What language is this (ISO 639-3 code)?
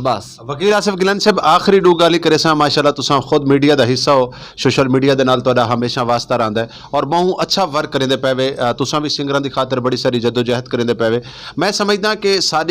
skr